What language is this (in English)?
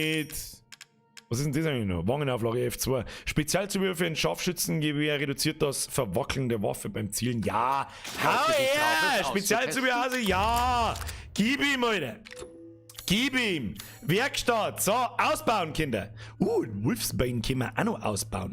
Bavarian